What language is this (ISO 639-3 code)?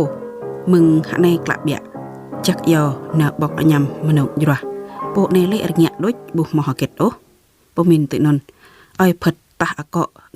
jra